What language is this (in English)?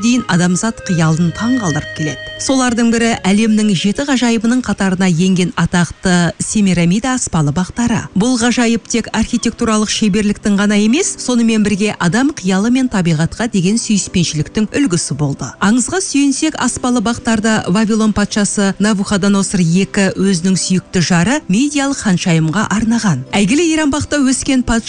Kazakh